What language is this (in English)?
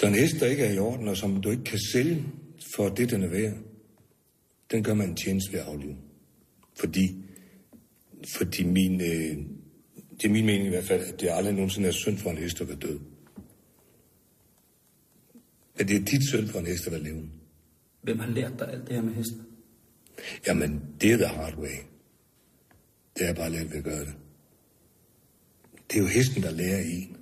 Danish